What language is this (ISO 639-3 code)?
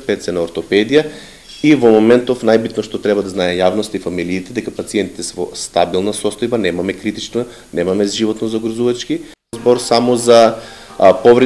mkd